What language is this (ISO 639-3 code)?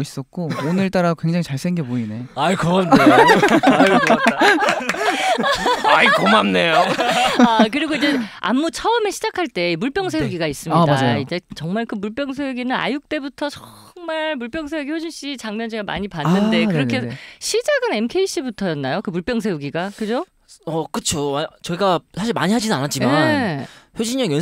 kor